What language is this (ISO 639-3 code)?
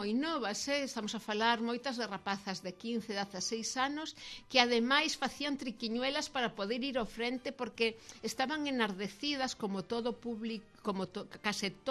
glg